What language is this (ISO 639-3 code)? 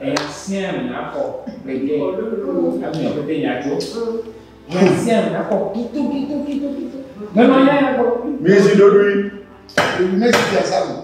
ewe